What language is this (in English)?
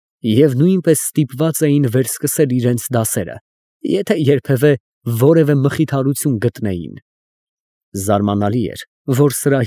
Armenian